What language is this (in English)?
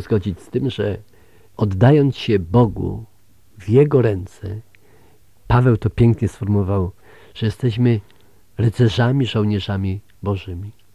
Polish